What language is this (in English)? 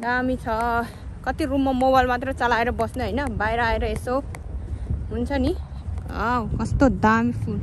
Nepali